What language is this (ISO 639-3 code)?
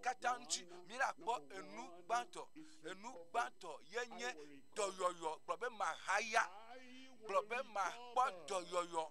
ewe